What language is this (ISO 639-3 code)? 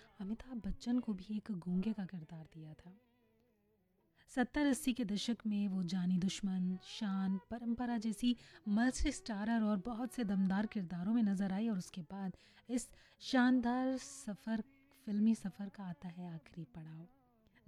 hin